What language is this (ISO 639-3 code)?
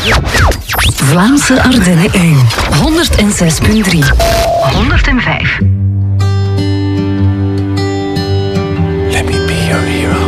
nld